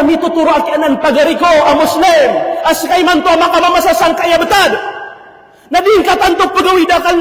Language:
Maranao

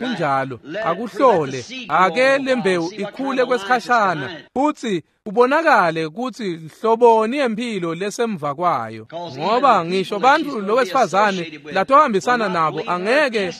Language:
Swati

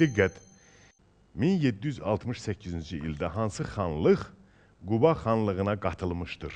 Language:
Azerbaijani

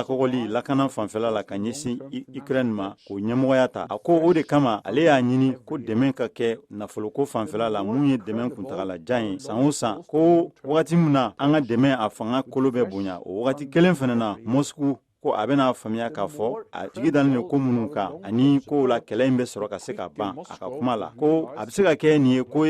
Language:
Bambara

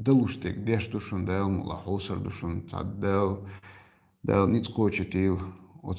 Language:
Chechen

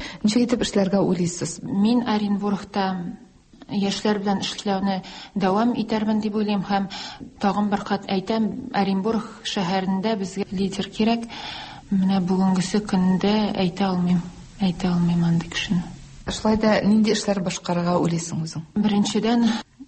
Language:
Tatar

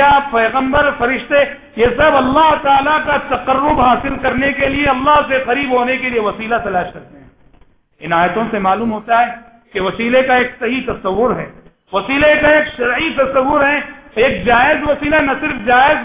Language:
Urdu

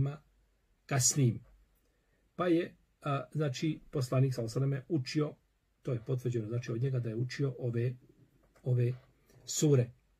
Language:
Bosnian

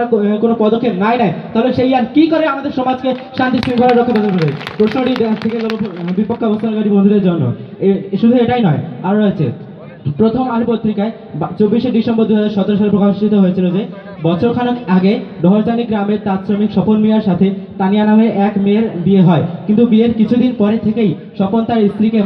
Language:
Bangla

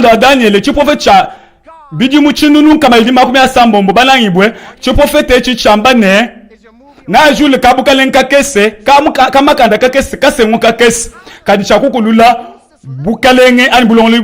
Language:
Luba-Lulua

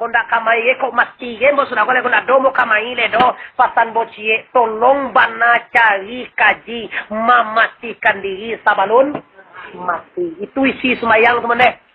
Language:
Minangkabau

